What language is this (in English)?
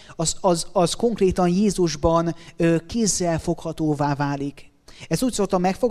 Hungarian